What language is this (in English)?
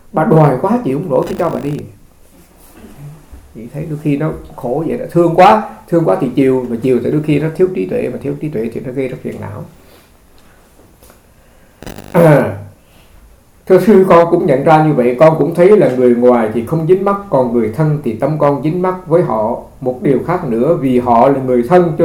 Vietnamese